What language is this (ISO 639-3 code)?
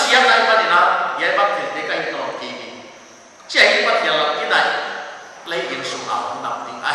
pck